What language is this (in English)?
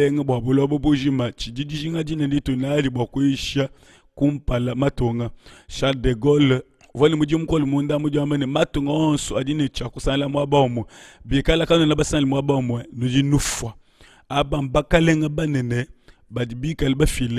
Luba-Lulua